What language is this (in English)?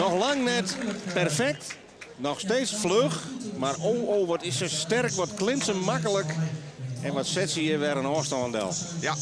Western Frisian